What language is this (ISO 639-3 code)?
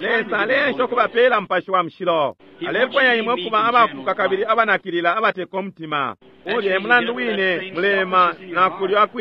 bem